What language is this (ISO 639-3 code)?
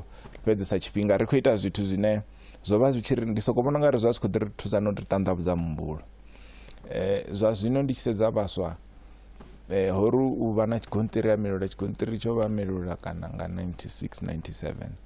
ven